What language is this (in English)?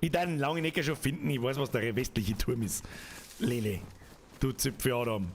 Bavarian